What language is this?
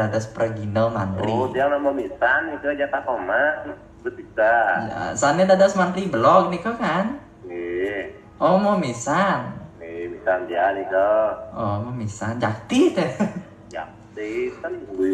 Balinese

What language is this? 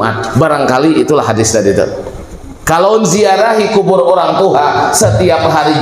Banjar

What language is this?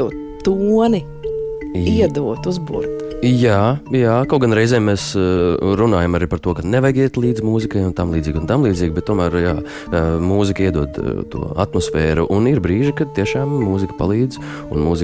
Latvian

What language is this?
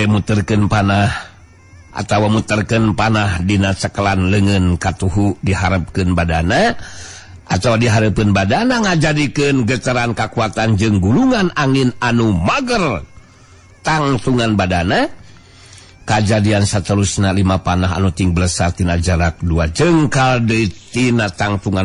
Sundanese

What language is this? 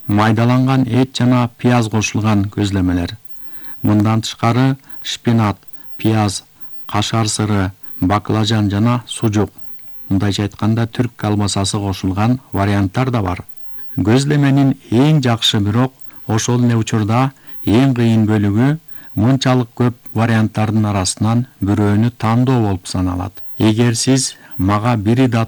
Kyrgyz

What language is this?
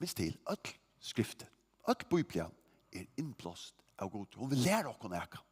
Faroese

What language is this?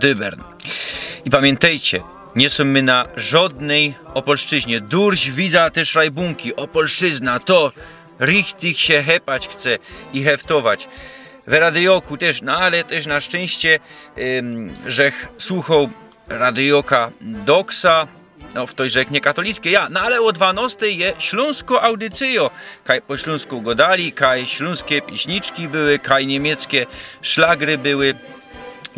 Silesian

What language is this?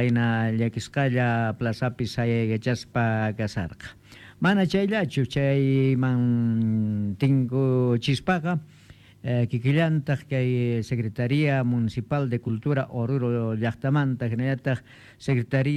Quechua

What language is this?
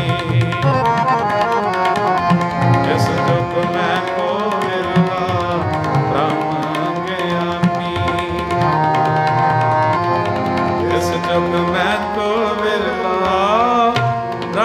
Punjabi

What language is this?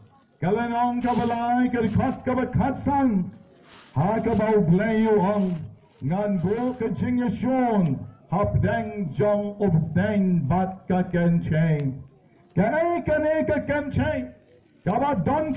Khasi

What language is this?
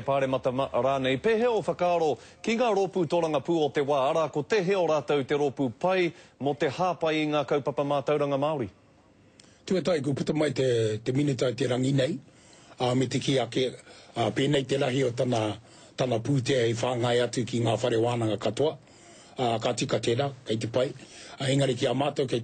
Māori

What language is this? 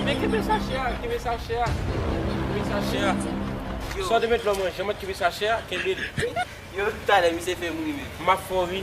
Haitian Creole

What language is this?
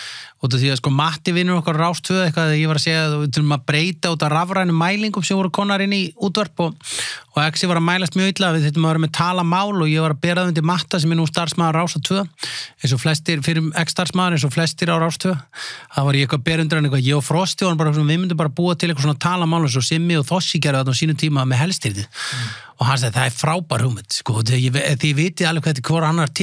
Icelandic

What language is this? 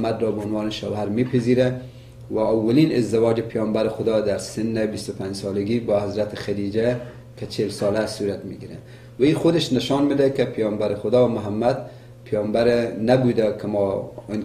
Persian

